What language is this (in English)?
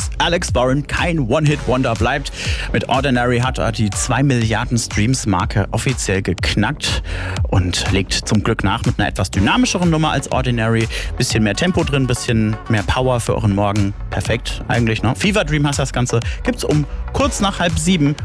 German